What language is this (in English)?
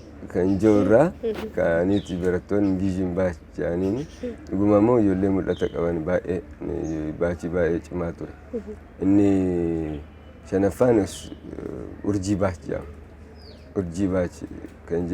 Oromo